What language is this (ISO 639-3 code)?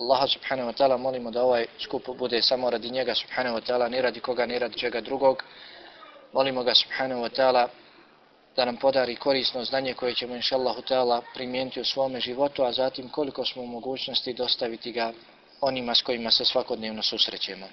bos